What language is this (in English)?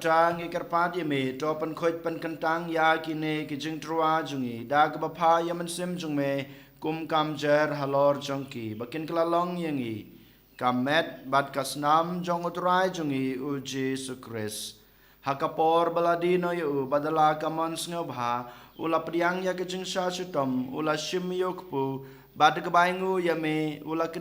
Khasi